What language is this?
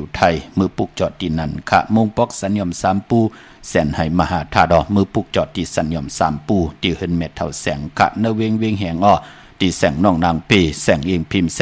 Shan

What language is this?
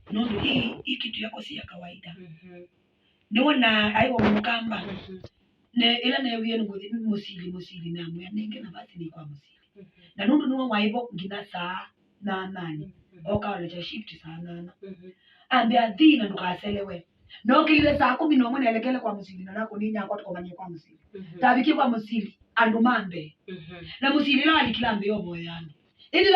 Kamba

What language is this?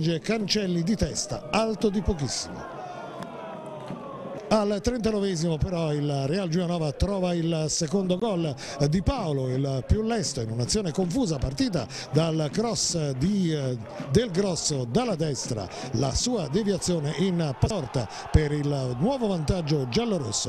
Italian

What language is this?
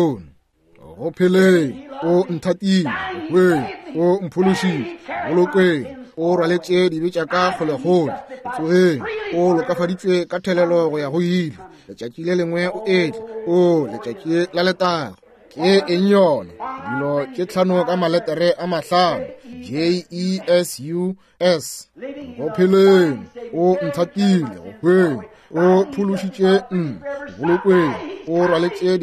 Northern Sotho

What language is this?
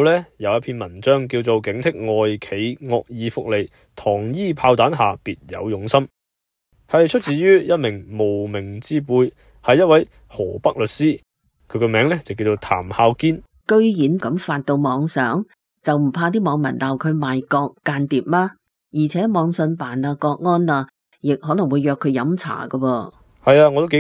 Cantonese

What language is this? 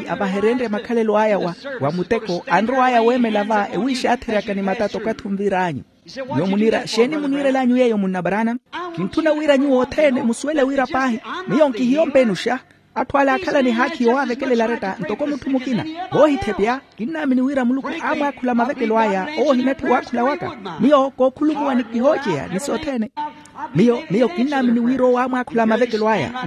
Makhuwa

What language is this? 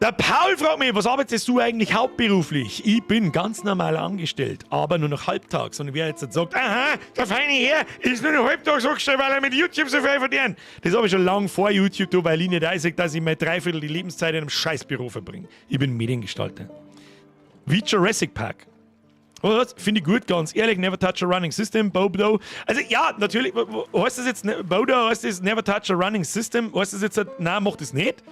Bavarian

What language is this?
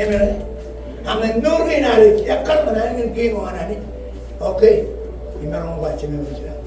Marshallese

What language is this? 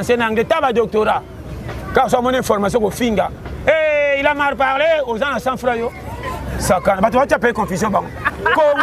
Lingala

